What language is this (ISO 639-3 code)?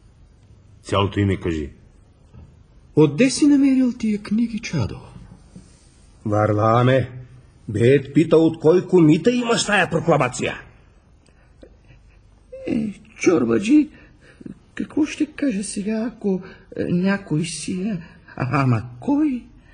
bul